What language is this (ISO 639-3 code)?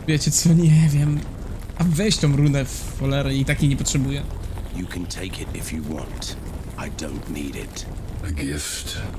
pol